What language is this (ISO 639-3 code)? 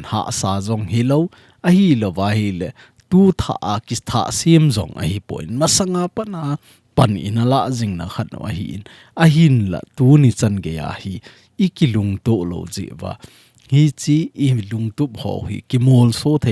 tcz